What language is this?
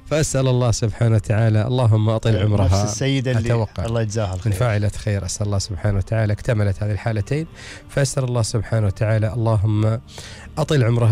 Gulf Arabic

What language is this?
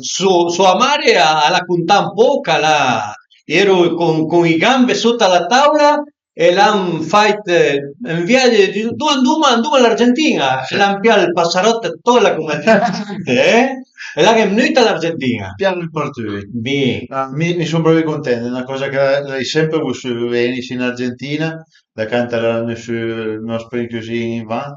Piedmontese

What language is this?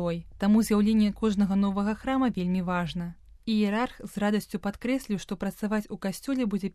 Belarusian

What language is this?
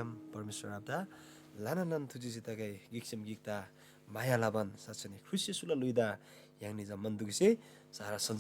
Eastern Tamang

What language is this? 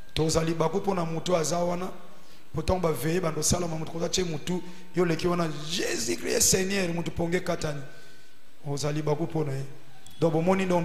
Lingala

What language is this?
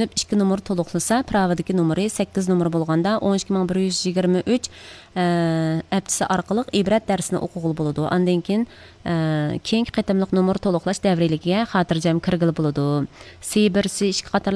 Uyghur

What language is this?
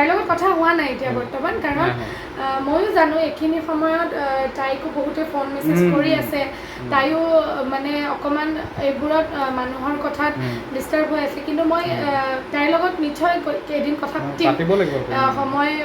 Assamese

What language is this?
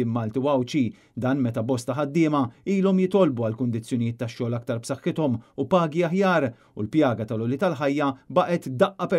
Maltese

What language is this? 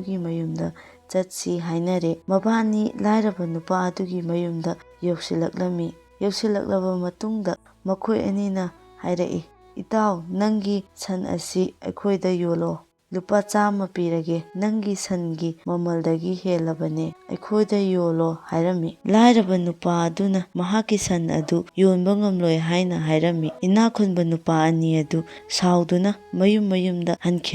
Manipuri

